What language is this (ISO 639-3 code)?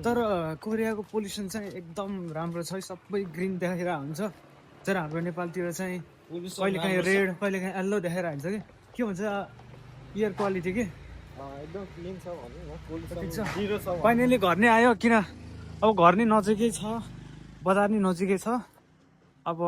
nep